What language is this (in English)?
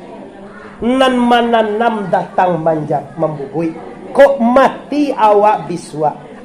Minangkabau